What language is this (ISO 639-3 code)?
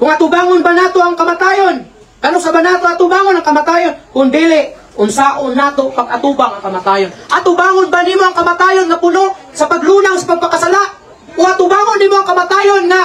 ceb